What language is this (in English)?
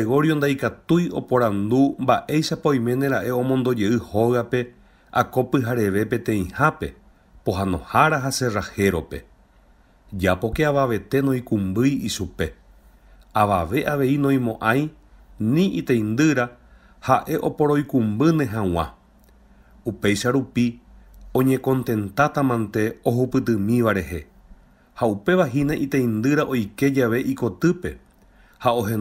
Guarani